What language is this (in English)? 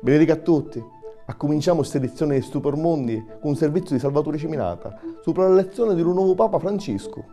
Sicilian